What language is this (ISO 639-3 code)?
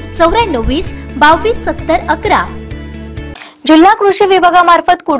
mar